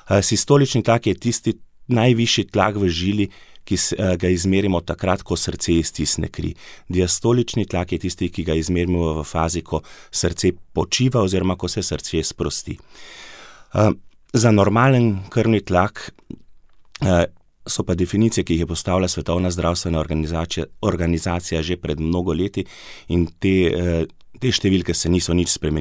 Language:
Slovenian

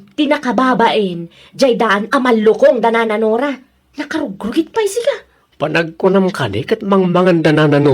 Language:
Iloko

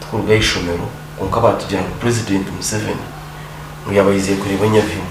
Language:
Nyankole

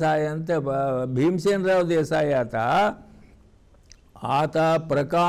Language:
Kannada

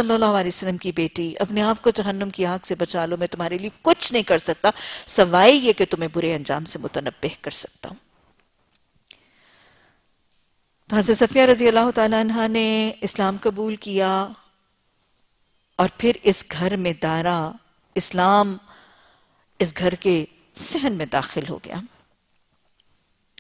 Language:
Urdu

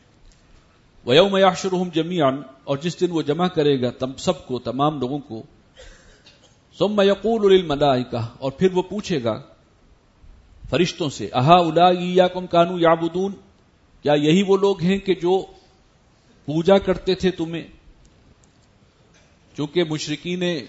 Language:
Urdu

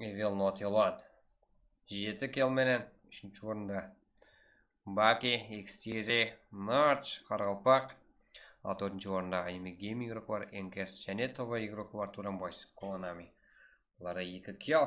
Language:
Kara-Kalpak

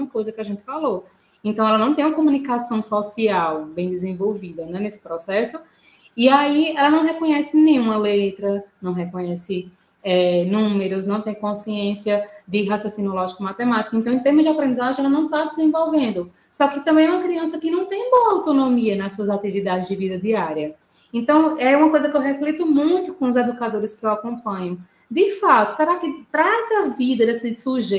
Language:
Portuguese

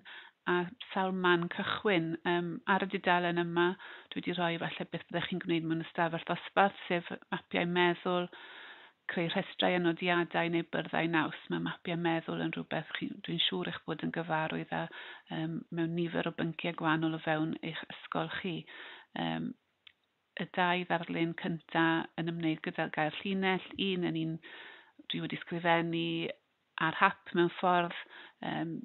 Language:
Welsh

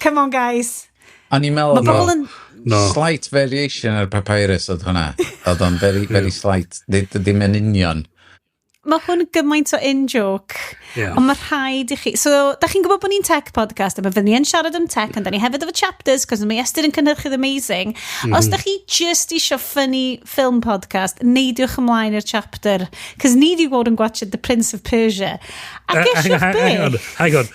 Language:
Welsh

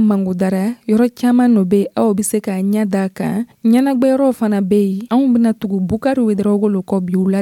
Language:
Dyula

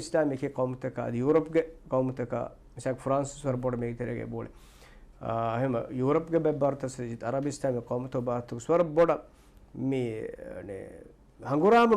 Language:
Divehi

